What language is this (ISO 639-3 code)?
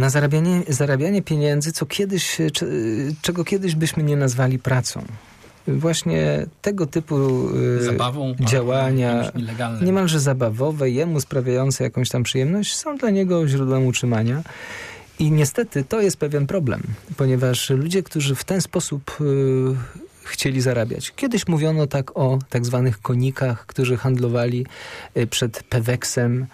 pol